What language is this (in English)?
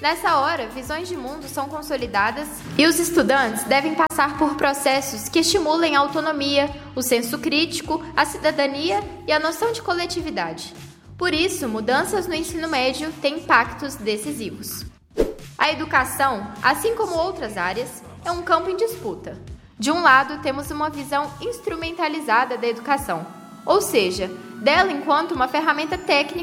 Portuguese